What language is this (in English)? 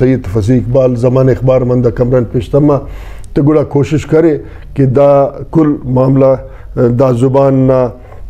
Brahui